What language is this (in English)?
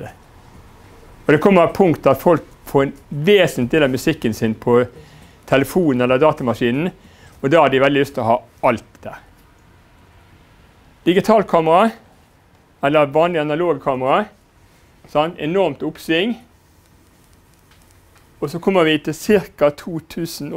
Norwegian